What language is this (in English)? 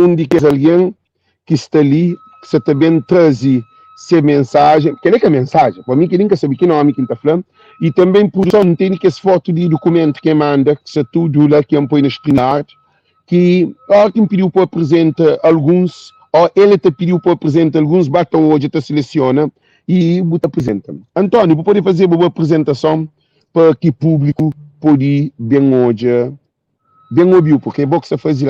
Kabuverdianu